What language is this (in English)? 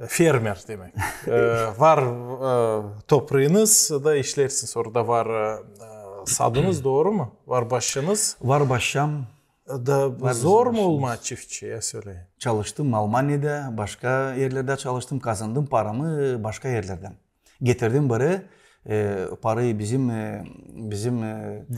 Gagauz